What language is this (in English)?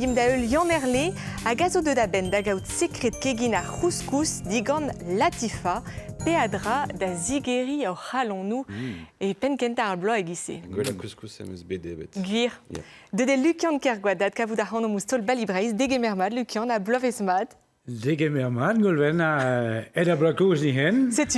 Breton